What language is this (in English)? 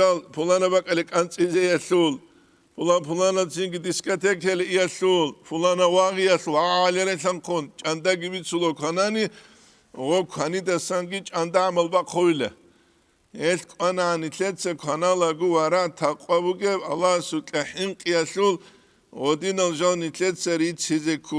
Avaric